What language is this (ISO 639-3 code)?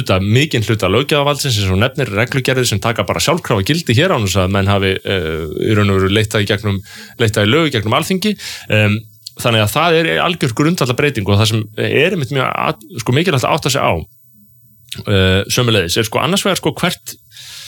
isl